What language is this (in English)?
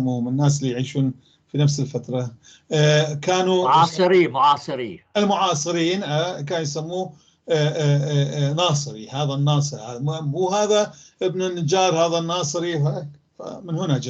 North Levantine Arabic